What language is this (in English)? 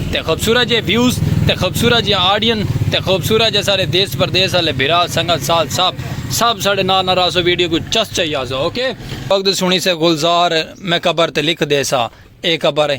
Saraiki